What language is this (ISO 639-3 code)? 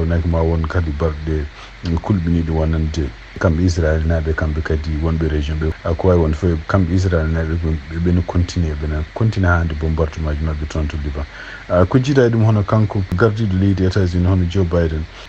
ful